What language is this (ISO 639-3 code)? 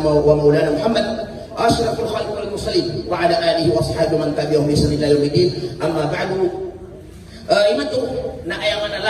mrw